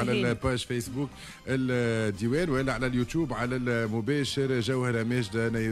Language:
Tunisian Arabic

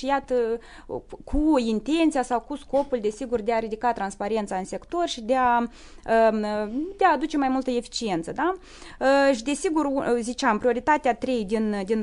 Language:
Romanian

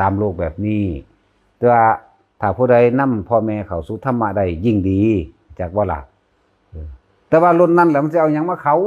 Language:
Lao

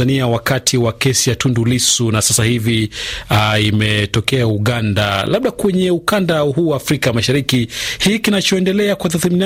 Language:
Swahili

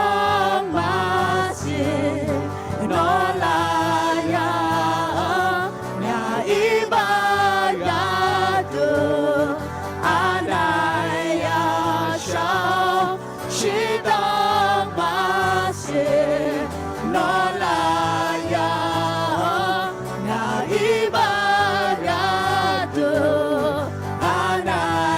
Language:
Akha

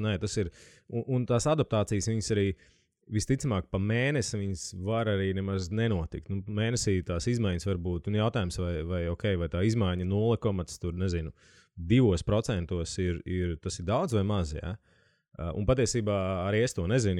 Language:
Latvian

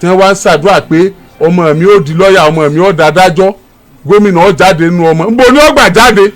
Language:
Yoruba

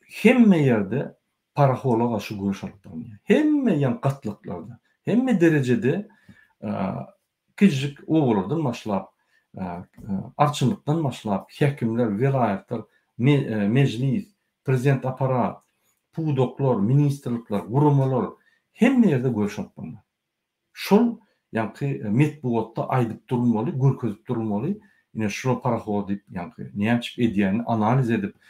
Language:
Turkmen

